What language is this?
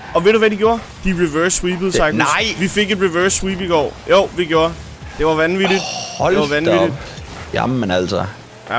Danish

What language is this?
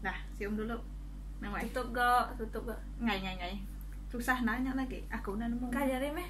Iban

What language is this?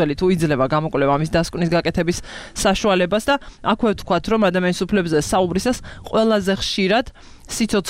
Georgian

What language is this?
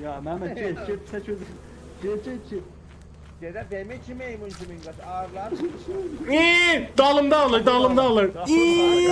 South Azerbaijani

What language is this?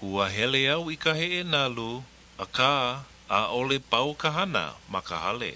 Hawaiian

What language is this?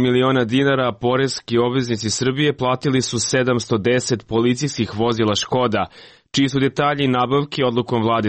Serbian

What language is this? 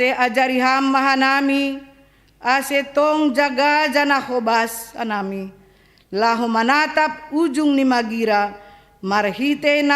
Batak Simalungun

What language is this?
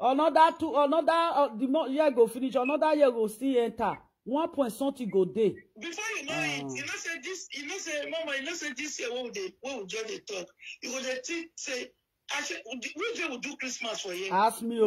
Nigerian Pidgin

